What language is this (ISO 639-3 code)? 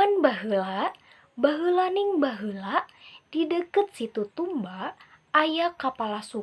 sun